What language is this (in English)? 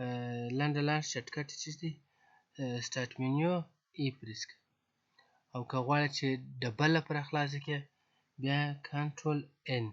Pashto